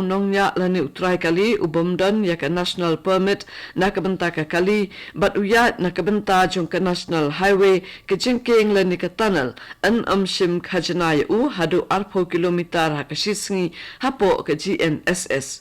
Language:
Khasi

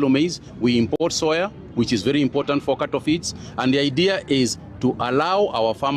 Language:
Gusii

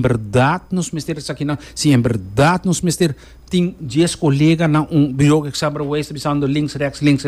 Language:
Papiamento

